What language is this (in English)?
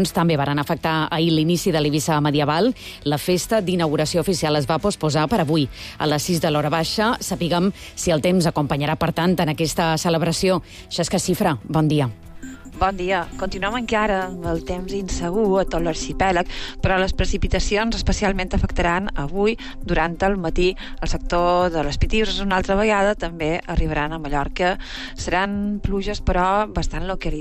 Catalan